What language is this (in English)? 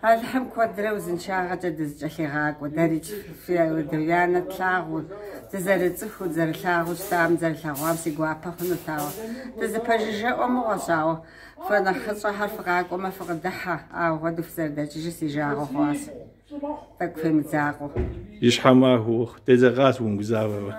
Kabardian